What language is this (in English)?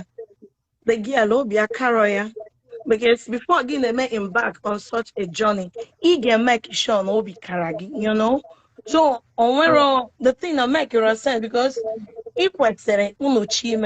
Igbo